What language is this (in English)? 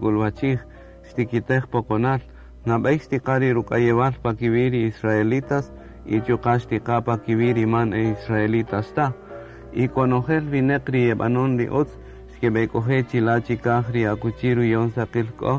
Kaqchikel